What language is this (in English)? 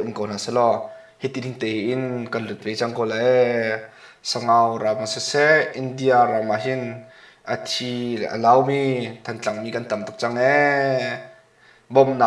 Hakha Chin